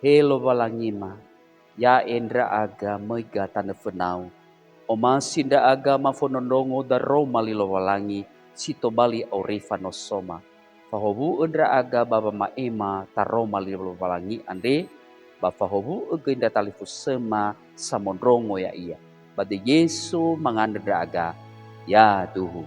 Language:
Nias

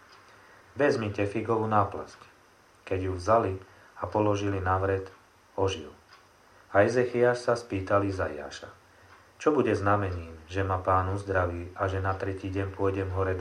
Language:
Slovak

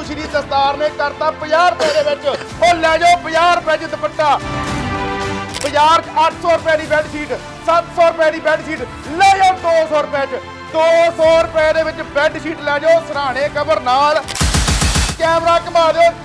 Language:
Punjabi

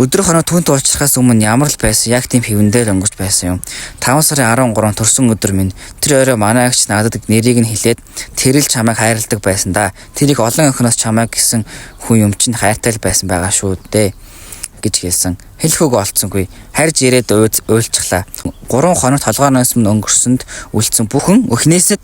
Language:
Mongolian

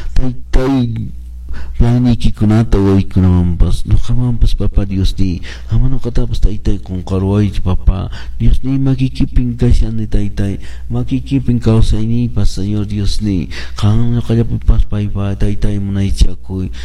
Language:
Quechua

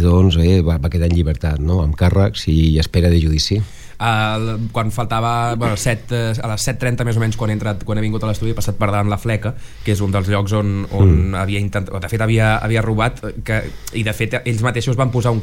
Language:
Catalan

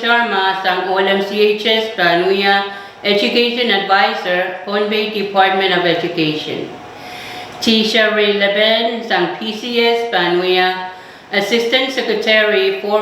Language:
Pohnpeian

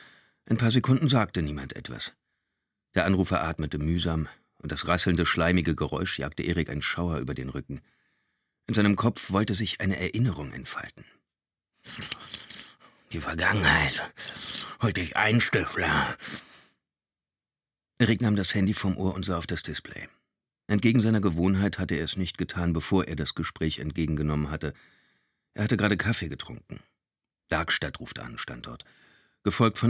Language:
German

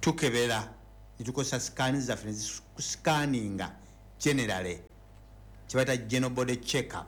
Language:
Ganda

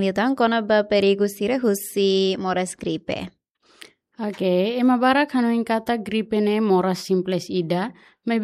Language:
Tetum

